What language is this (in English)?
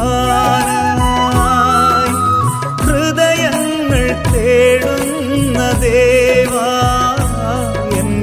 Malayalam